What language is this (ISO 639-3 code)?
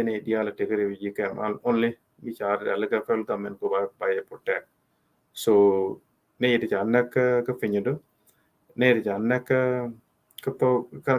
nus